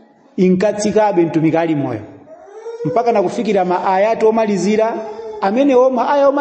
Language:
Nyanja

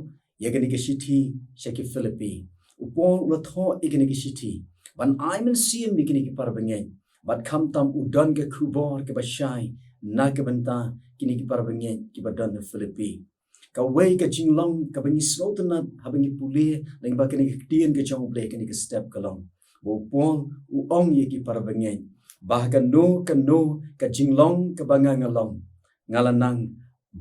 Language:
Khasi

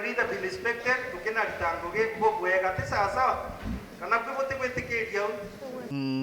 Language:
Meru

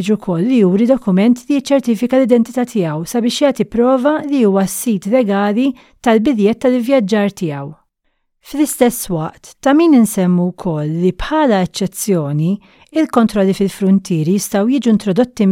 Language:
Maltese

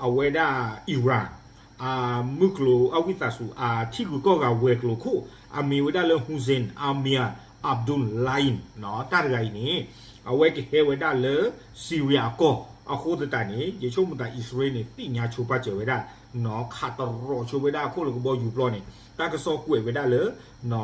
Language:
S'gaw Karen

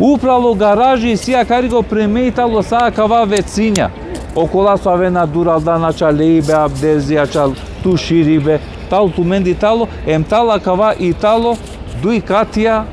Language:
Balkan Romani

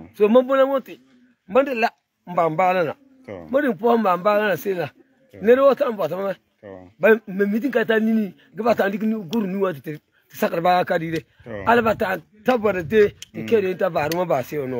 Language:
Frafra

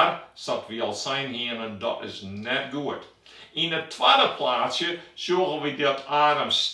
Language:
Western Frisian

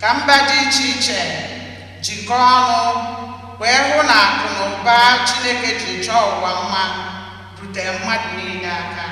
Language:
Igbo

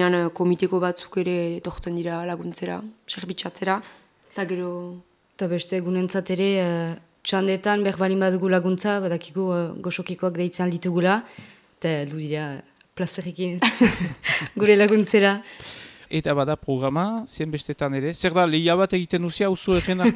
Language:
Basque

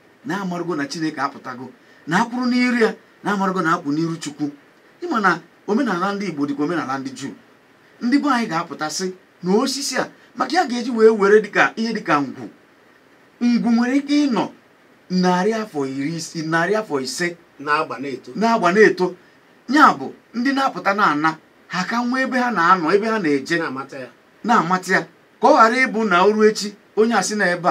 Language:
Igbo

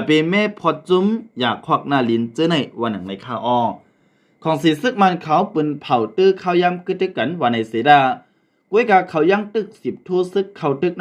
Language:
Shan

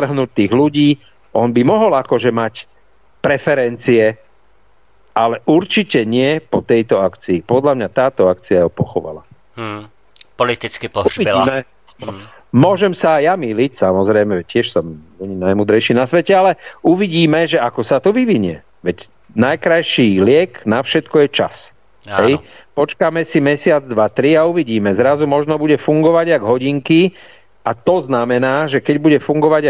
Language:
Slovak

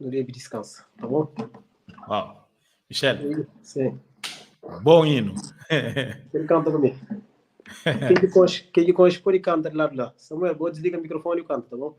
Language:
Kabuverdianu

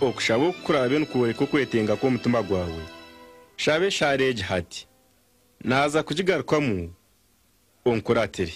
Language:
Nyankole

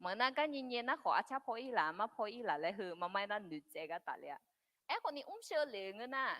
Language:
Akha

